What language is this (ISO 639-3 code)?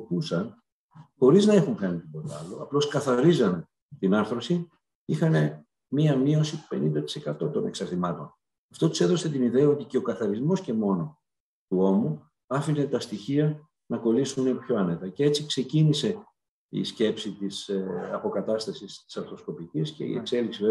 ell